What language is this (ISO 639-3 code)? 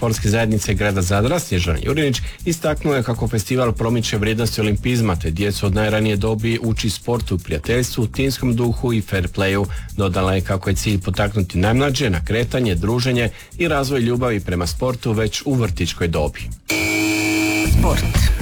hrv